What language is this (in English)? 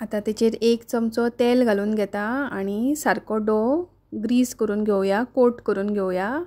Konkani